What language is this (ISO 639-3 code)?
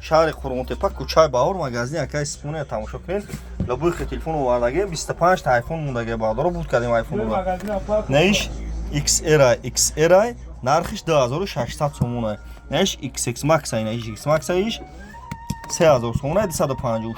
tgk